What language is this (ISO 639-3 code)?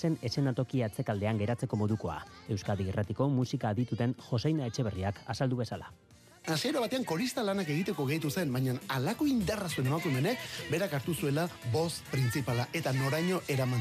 eus